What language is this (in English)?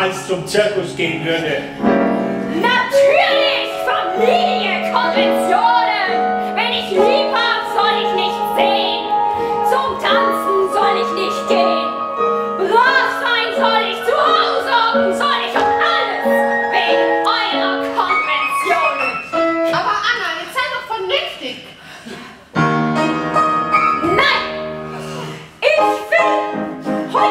German